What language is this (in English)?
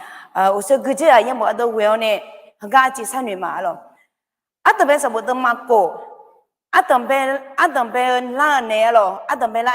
Akha